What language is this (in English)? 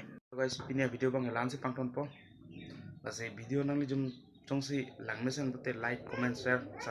Karbi